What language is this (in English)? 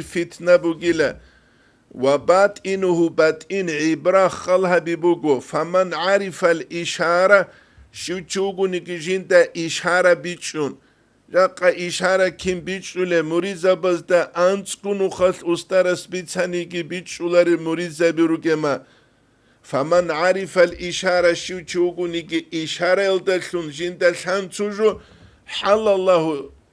Avaric